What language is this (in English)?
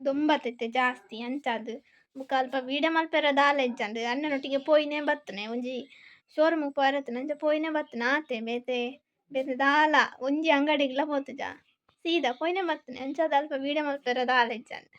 Tulu